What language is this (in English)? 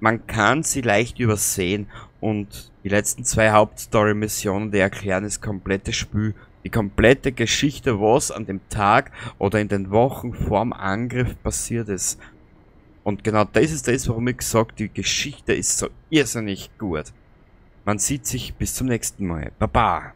Bavarian